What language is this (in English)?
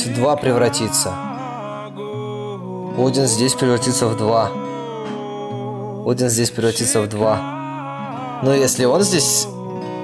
Russian